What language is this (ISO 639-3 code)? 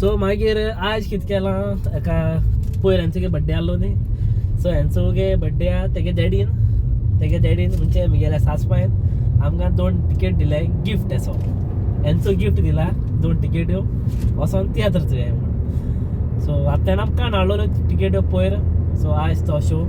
kok